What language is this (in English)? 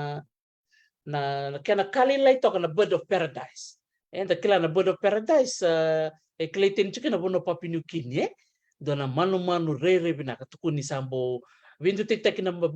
Fijian